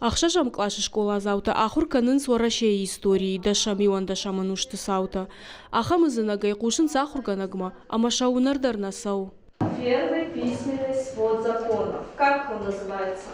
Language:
Ossetic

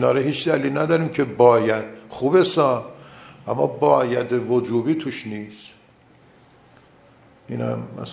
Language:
Persian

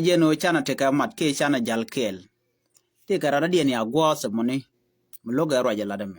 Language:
Nuer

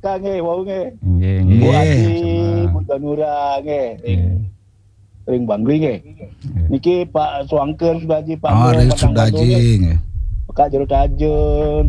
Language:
Balinese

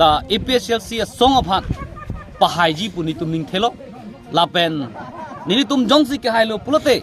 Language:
Karbi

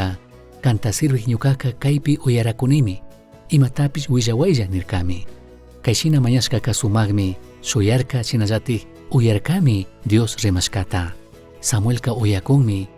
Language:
Chimborazo Highland Quichua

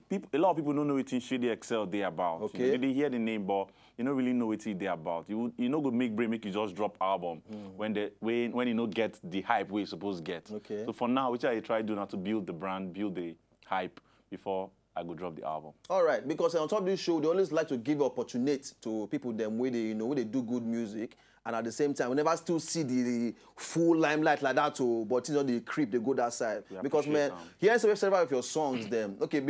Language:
Nigerian Pidgin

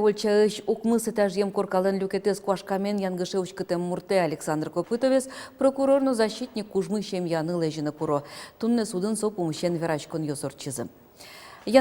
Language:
Udmurt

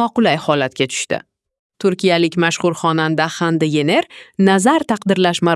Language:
Uzbek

